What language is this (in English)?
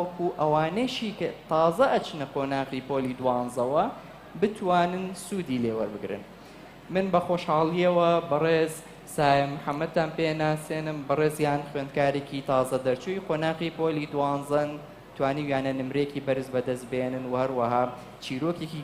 Central Kurdish